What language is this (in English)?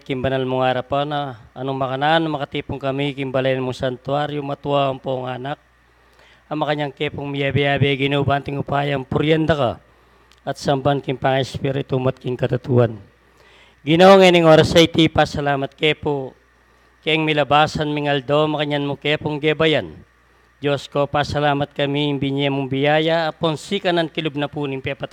Pampanga